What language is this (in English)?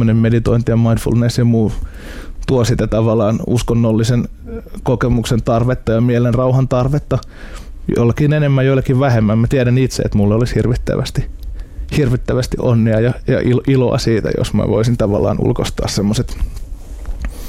Finnish